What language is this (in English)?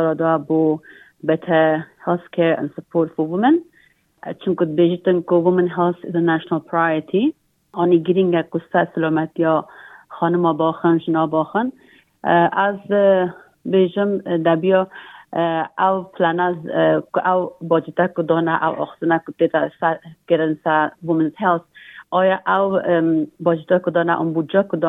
Kurdish